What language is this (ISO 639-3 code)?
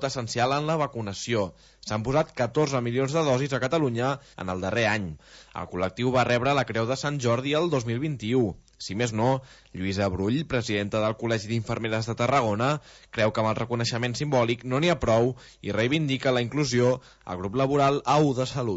cat